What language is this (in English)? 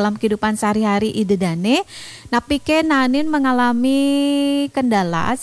Balinese